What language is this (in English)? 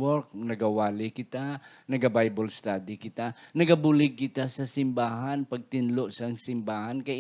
Hiligaynon